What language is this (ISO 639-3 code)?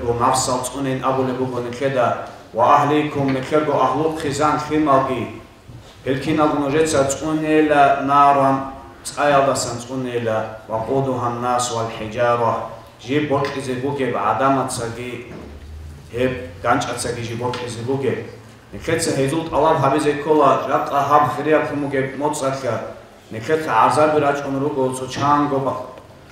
ava